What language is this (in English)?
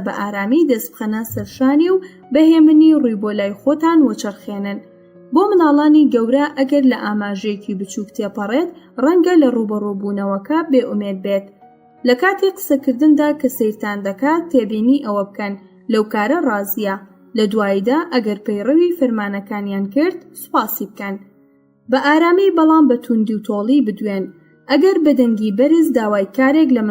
Central Kurdish